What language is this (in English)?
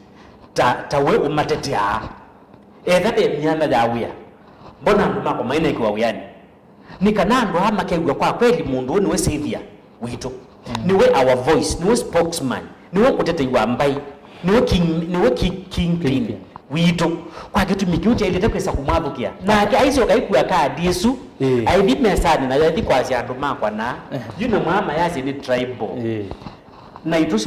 Kamba